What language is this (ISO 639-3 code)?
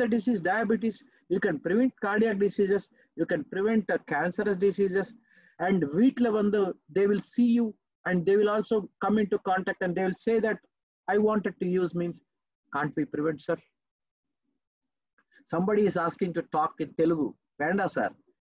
tam